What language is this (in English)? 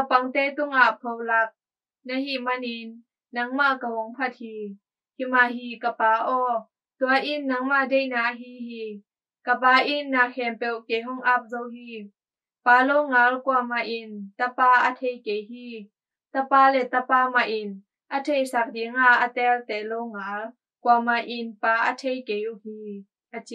Tedim Chin